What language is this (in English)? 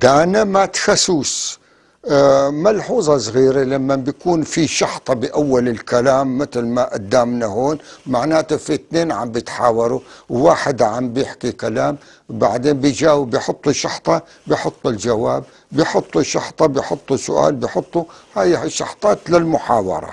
North Levantine Arabic